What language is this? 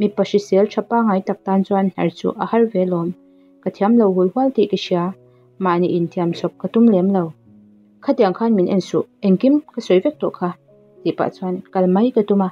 Mizo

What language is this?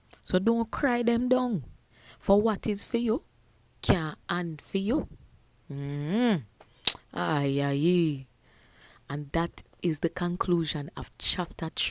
Jamaican Creole English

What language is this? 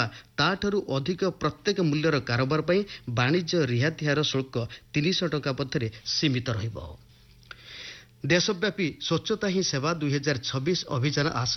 Odia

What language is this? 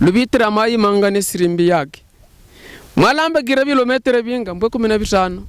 Havu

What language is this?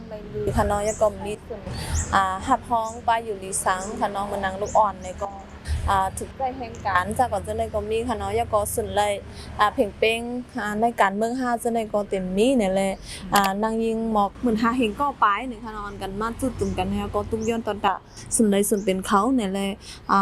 Shan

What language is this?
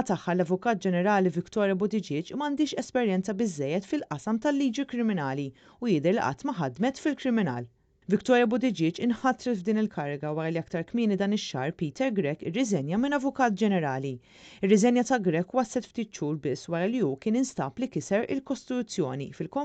Maltese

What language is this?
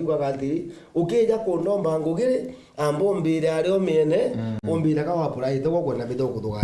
Meru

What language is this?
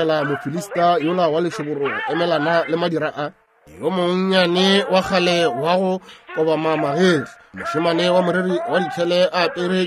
Northern Sotho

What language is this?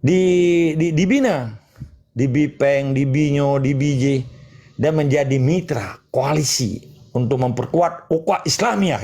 Achinese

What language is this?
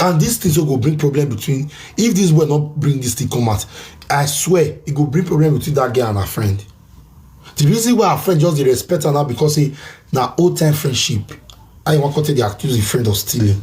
Nigerian Pidgin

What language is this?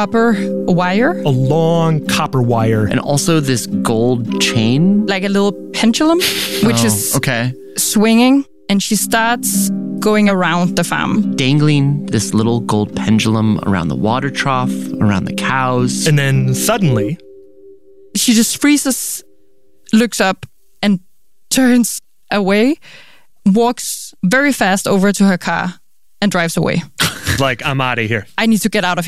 English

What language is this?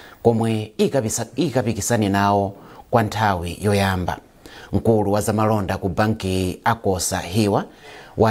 Nyanja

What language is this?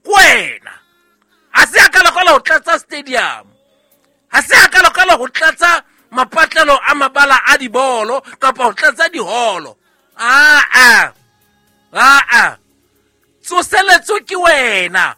Southern Sotho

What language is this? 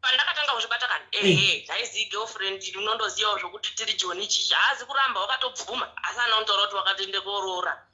Shona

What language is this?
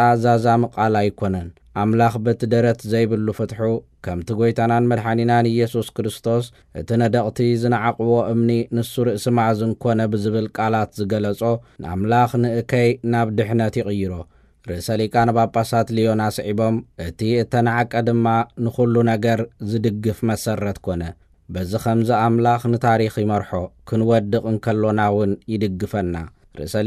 Tigrinya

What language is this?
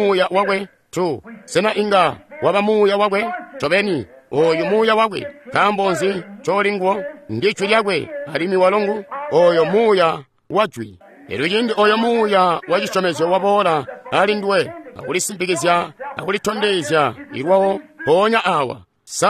Tonga (Zambia)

